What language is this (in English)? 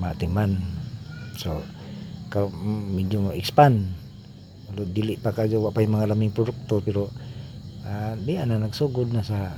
Cebuano